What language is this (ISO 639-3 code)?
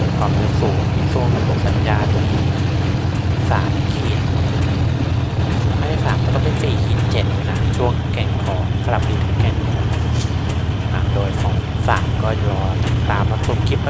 tha